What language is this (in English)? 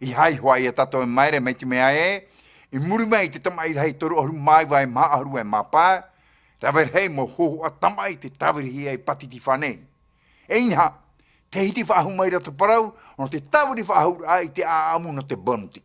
Tahitian